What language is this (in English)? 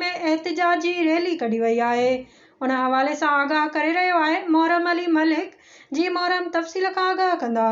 Sindhi